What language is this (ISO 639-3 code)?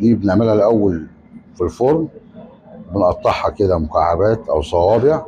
arz